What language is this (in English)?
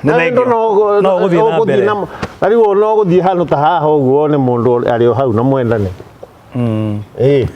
Kikuyu